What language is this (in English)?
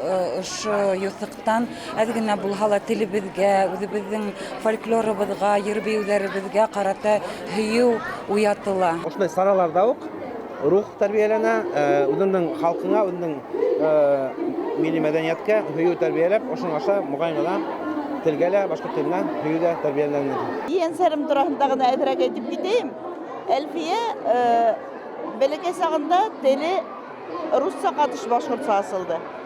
Bashkir